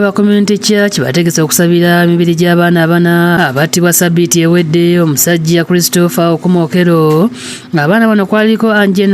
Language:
Ganda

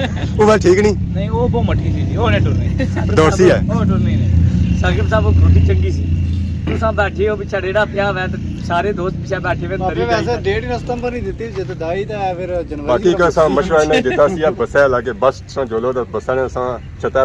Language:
Pahari-Potwari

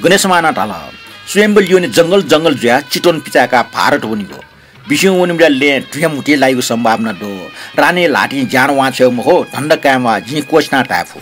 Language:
Newari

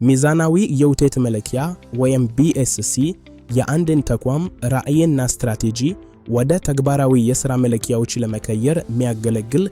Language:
Amharic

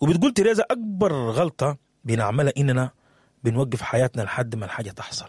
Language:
Sudanese Arabic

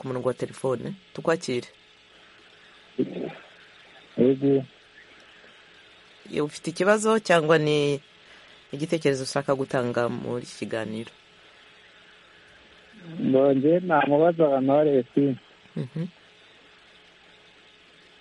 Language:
Kinyarwanda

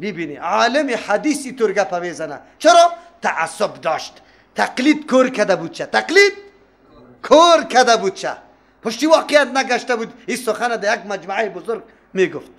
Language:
Persian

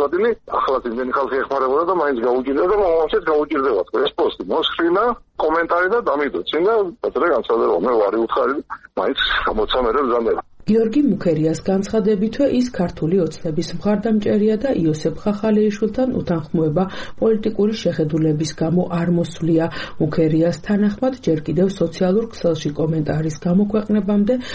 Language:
Georgian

